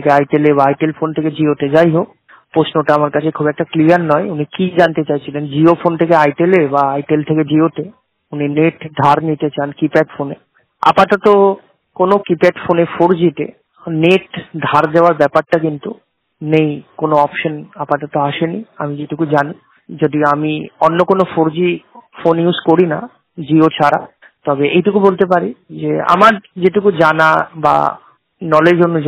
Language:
Bangla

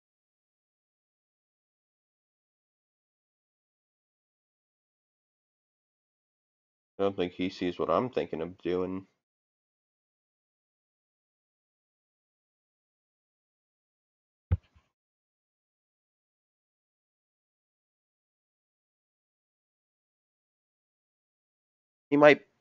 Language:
English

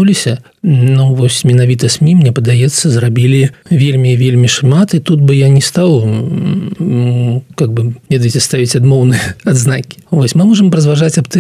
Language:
Belarusian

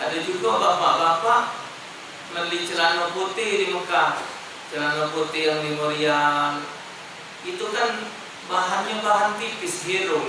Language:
Musi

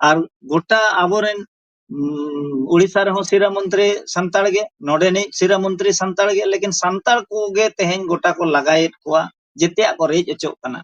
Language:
Santali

